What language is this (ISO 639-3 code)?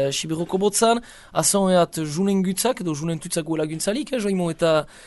eus